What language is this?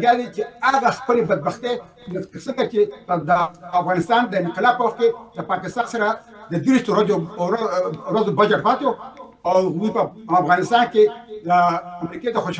Pashto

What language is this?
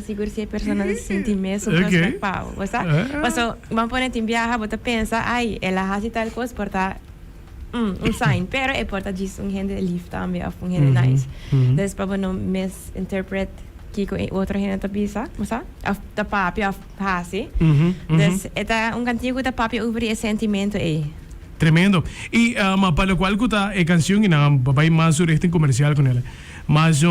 Papiamento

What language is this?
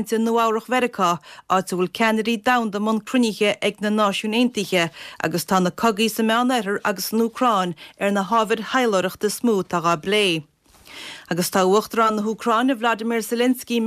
Irish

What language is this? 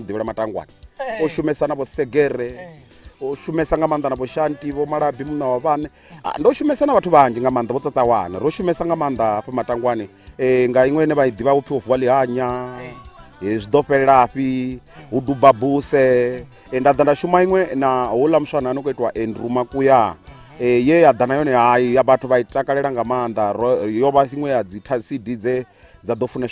Venda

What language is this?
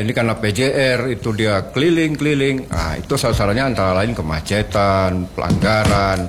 Indonesian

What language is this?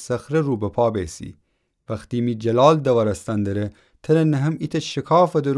Gilaki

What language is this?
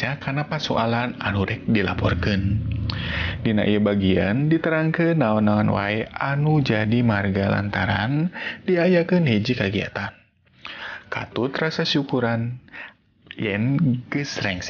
Sundanese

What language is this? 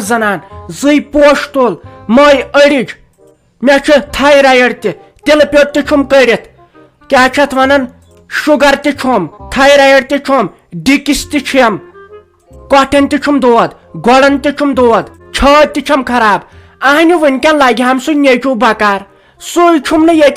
Kashmiri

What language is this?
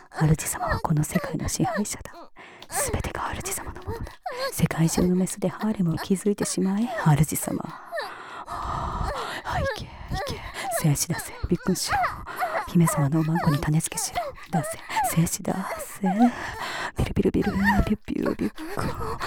Japanese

